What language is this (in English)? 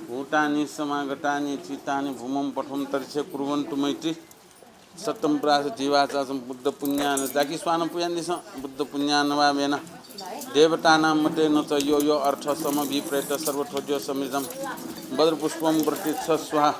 Newari